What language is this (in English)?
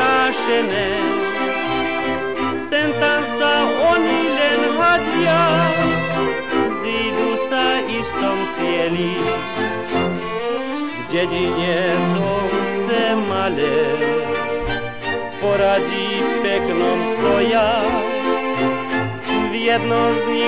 Slovak